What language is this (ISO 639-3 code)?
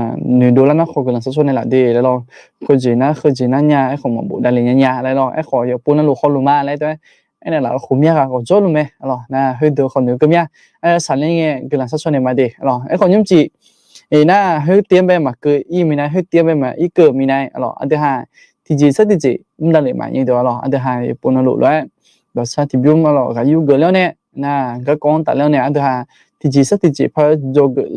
ahk